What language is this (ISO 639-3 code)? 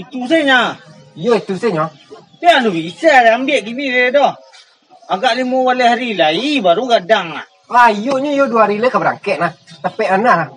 min